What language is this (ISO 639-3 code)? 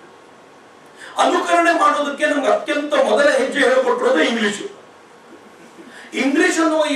kan